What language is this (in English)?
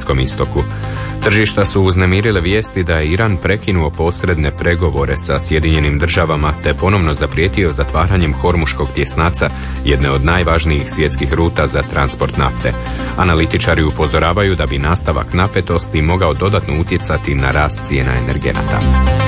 Croatian